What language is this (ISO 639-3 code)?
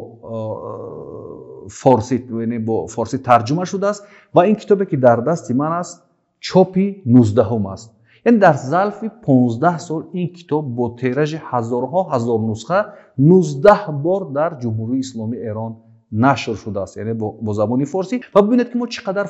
tgk